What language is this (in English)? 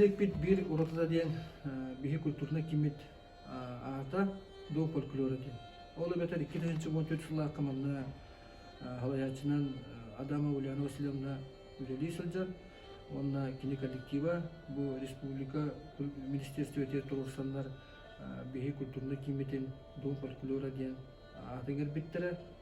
Yakut